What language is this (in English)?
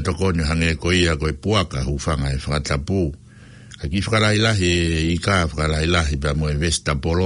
Tongan